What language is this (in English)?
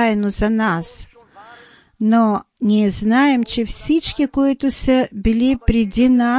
Bulgarian